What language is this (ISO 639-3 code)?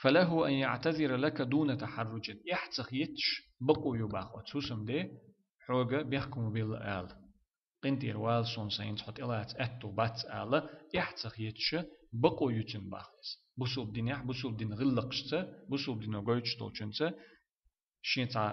che